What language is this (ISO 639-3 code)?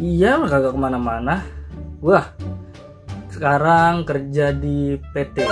bew